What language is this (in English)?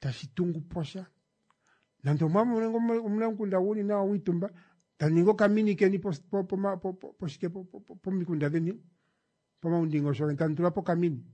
Kuanyama